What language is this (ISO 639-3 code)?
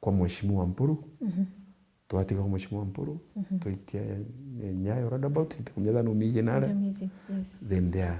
mer